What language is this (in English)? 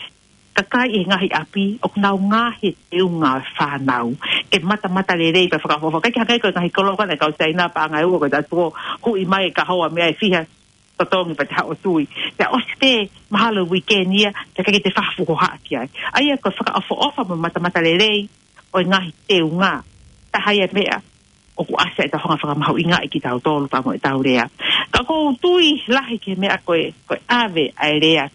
Tongan